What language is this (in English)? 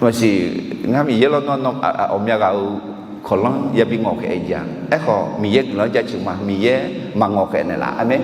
Akha